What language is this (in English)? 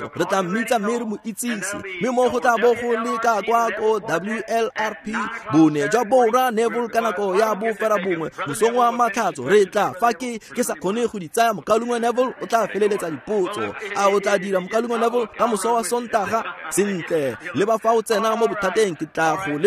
Tswana